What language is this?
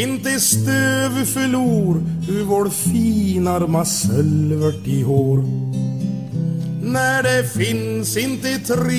Swedish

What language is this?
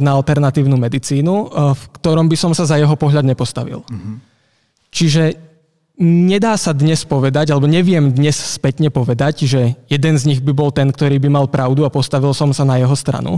Slovak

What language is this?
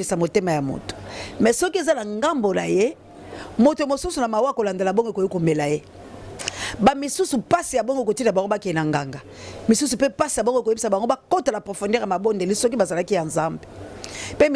Lingala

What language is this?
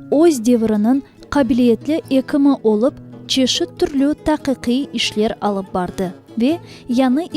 Crimean Tatar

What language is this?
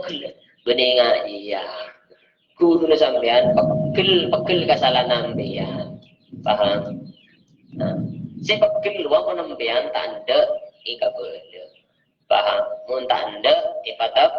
Madurese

